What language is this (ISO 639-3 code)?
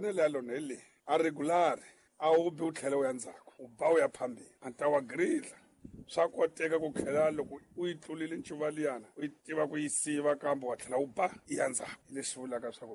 tso